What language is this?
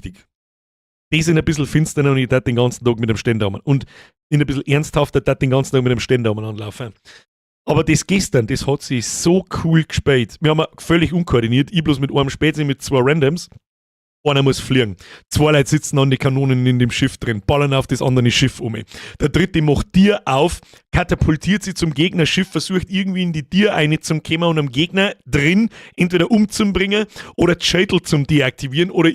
Bavarian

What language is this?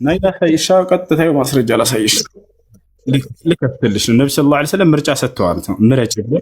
Amharic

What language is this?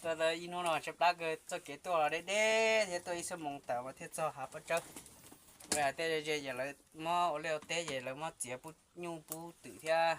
Hmong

